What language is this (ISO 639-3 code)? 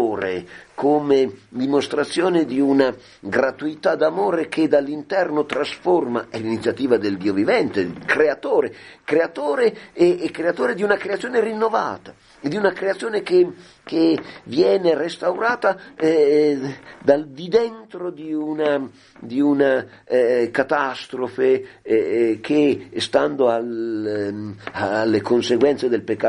ita